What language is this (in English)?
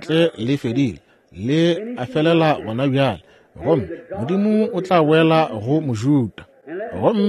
Northern Sotho